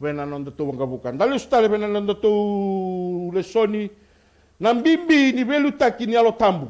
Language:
Fijian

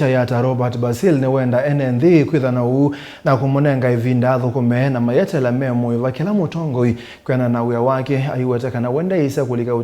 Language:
Kamba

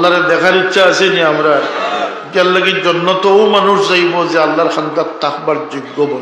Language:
Sylheti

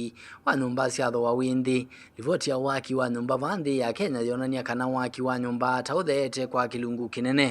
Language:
Kamba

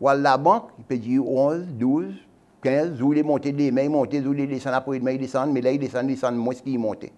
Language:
Seselwa Creole French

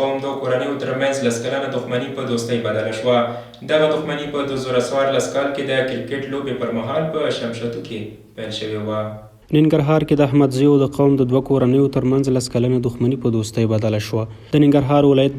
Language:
Pashto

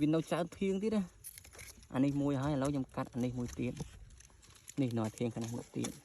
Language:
Khmer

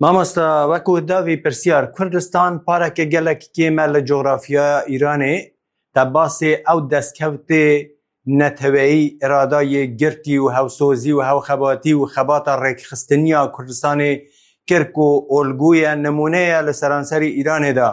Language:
Kurdish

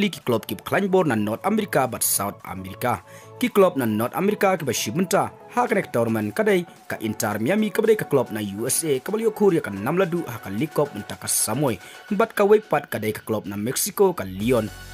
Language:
Khasi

